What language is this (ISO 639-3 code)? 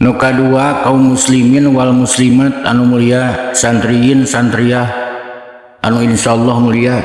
sun